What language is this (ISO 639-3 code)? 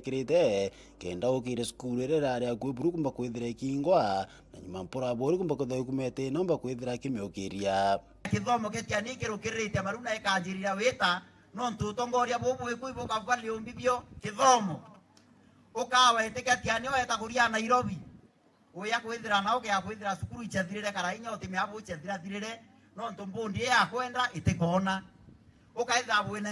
mer